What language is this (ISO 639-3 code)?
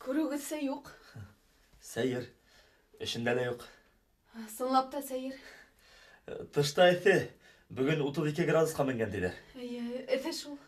bak